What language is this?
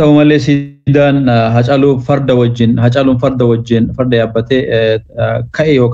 Oromo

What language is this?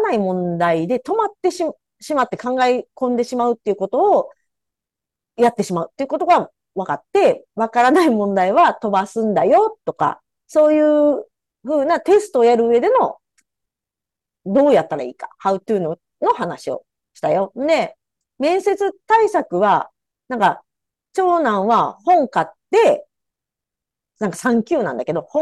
Japanese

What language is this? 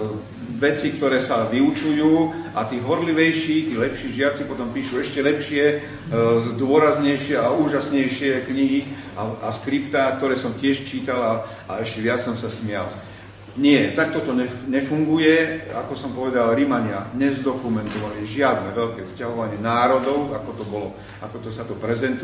Slovak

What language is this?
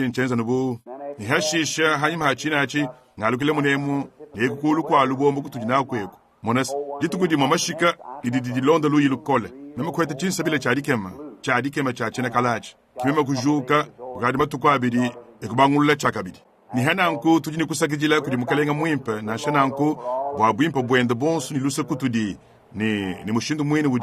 Luba-Lulua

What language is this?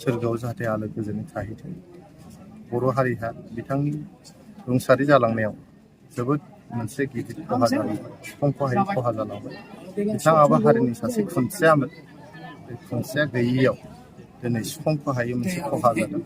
Bodo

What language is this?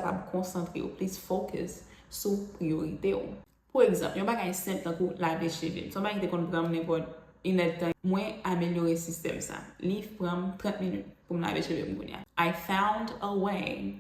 Haitian Creole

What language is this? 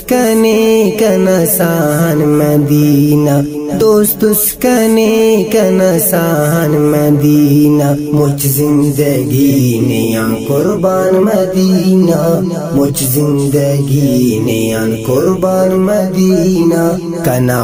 Brahui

